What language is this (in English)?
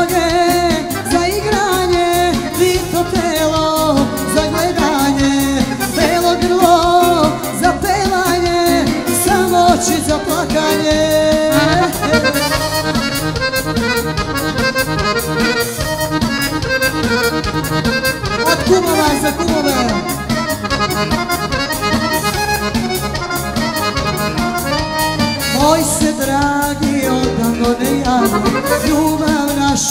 Serbian